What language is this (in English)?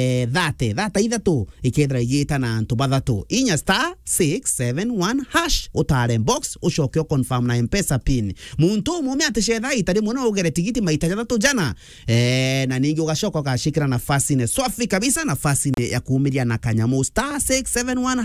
Meru